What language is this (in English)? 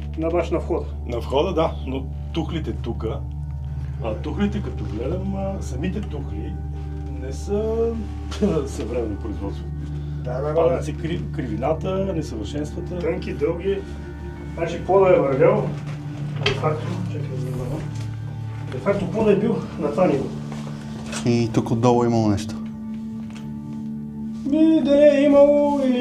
Bulgarian